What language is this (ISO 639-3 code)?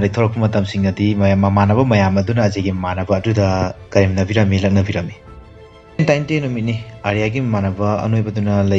mni